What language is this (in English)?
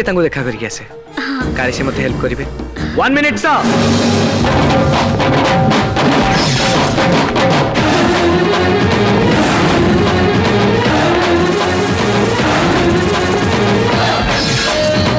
Odia